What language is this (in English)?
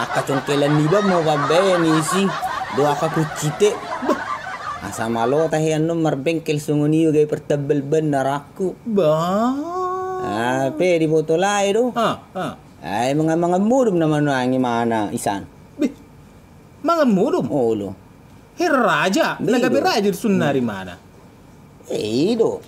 Batak Toba